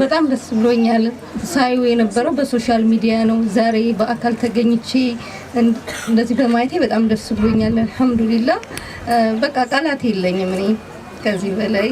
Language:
Amharic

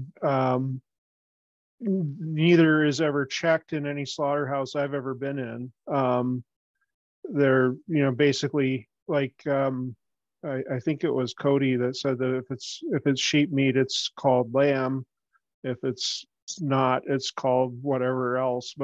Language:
English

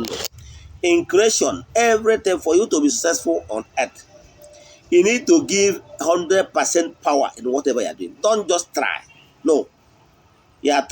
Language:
Igbo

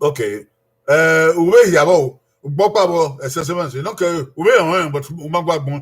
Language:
Bini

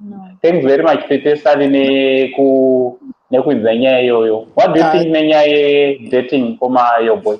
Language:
Shona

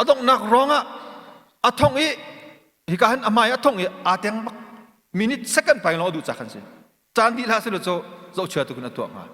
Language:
Hakha Chin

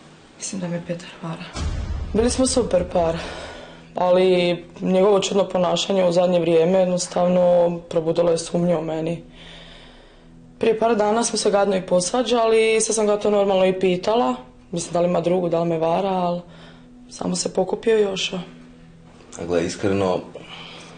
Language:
Croatian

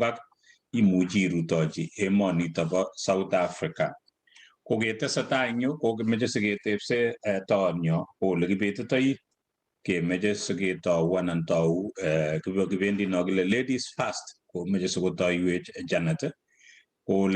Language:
Kalenjin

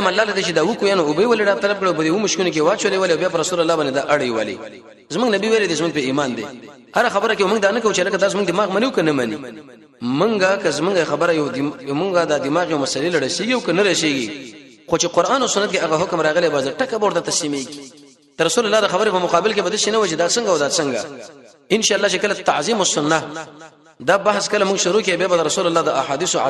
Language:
Pashto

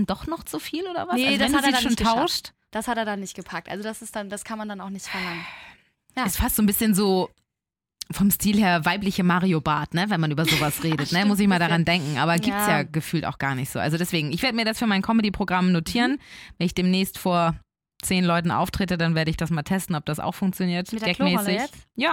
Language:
German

